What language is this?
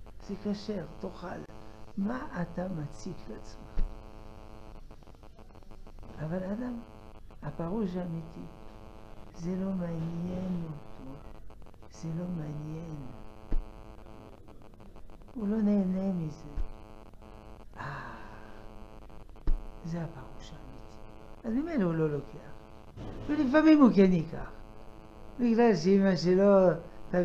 Hebrew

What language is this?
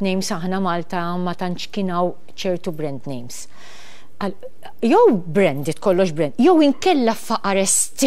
Maltese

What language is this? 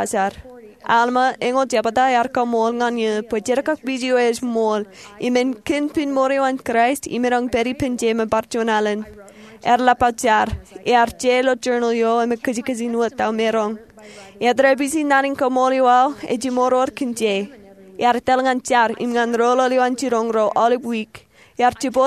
Marshallese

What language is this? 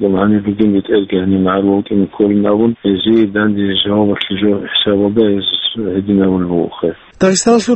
Avaric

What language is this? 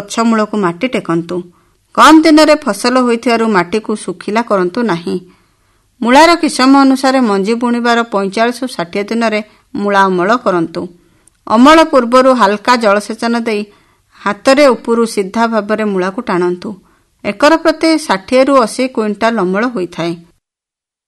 Odia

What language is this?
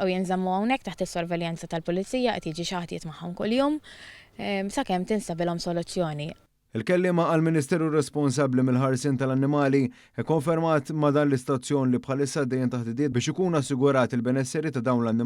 Maltese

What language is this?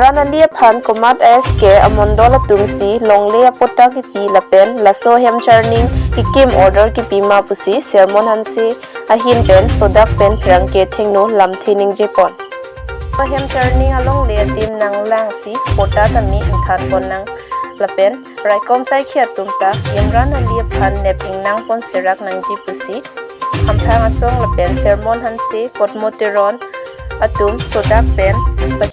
Karbi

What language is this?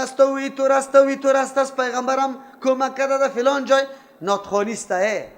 Persian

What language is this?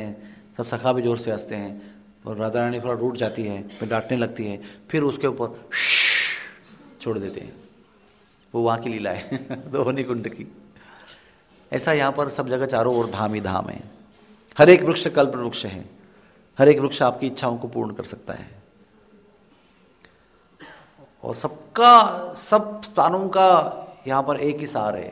Hindi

